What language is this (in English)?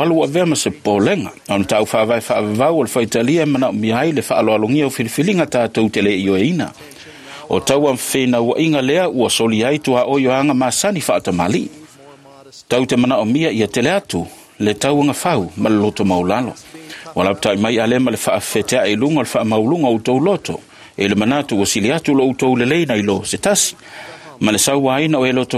Samoan